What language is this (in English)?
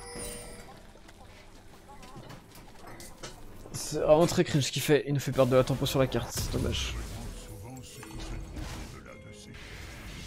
French